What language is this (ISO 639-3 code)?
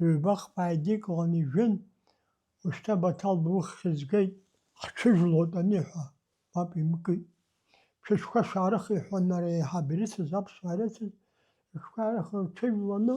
abk